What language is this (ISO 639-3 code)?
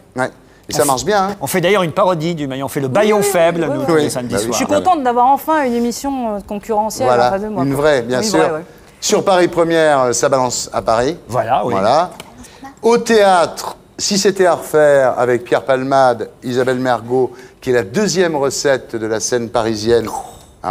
fra